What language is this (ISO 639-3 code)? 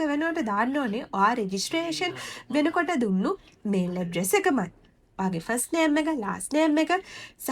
sin